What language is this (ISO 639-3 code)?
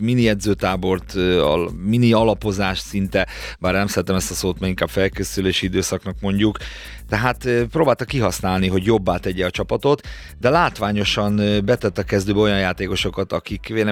hun